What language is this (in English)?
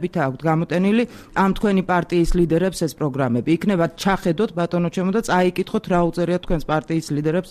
Georgian